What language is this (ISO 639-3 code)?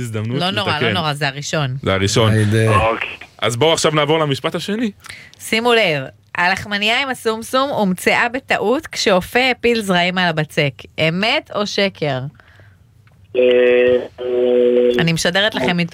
heb